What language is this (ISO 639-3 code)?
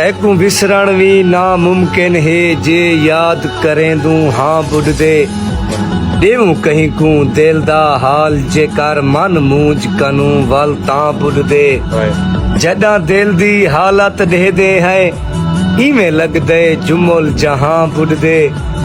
skr